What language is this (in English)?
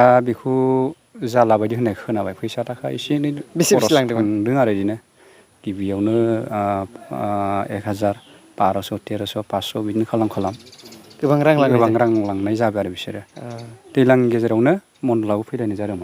Bodo